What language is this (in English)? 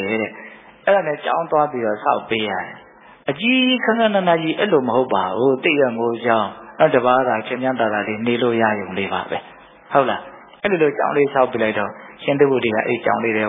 Burmese